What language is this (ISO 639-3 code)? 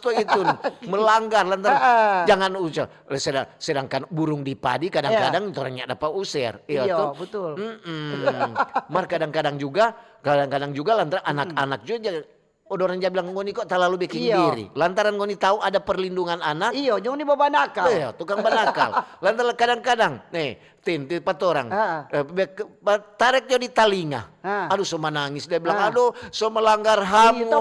xmm